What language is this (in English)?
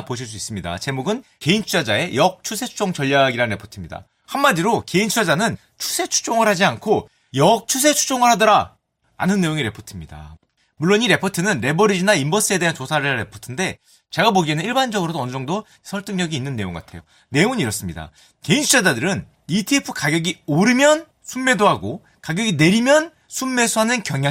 Korean